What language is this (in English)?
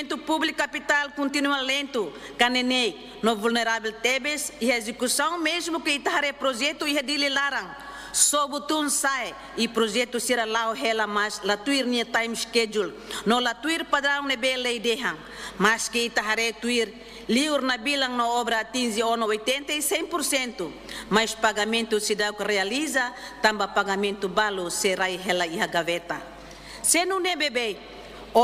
Tetum